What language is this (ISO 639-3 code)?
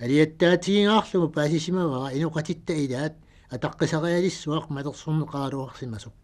kal